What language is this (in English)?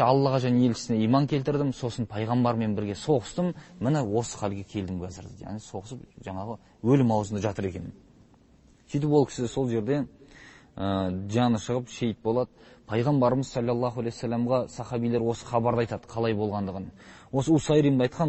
Kazakh